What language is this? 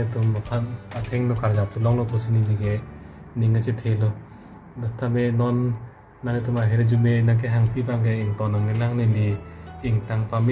Karbi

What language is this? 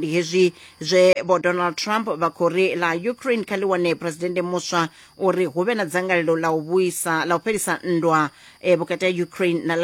Venda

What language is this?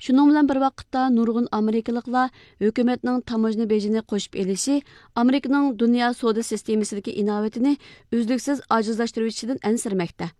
Uyghur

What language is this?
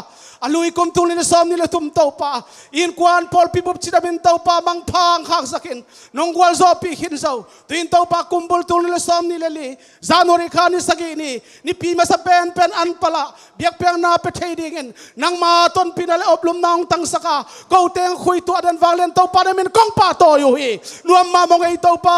Tedim Chin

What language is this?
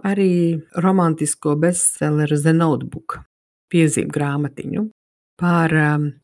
Latvian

